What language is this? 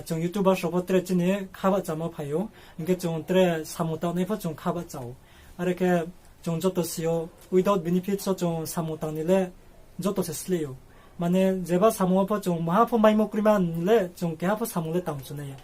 Riang (India)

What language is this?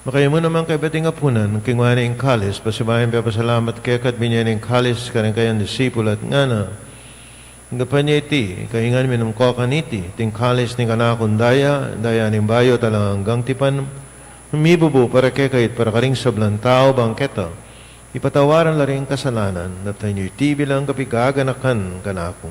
Pampanga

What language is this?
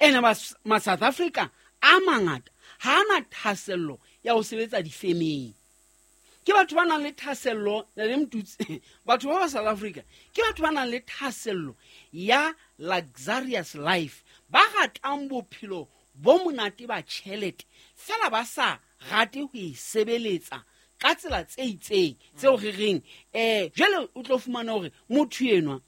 Southern Sotho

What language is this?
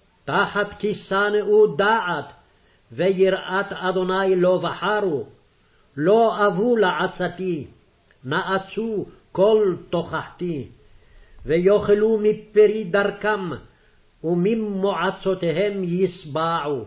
Hebrew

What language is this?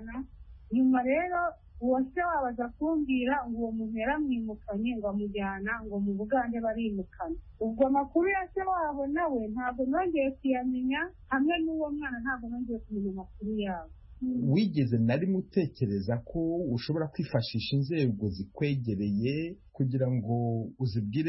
Kinyarwanda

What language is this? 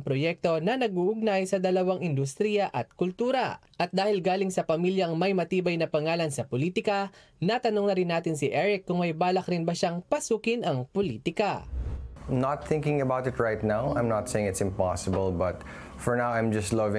Filipino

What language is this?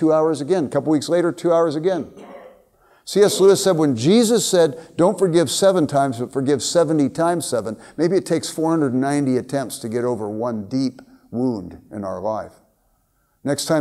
English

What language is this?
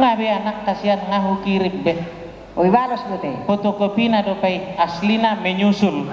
Batak Toba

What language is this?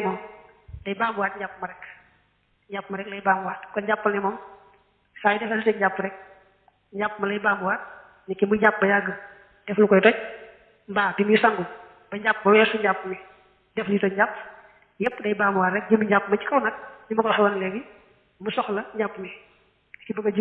Wolof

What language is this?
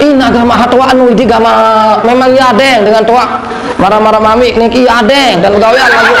Sasak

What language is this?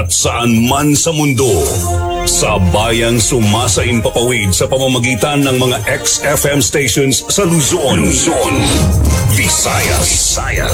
Filipino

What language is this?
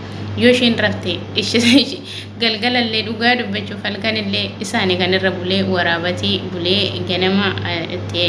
Oromo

